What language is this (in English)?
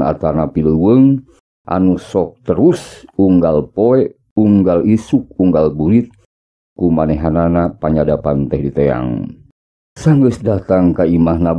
Sundanese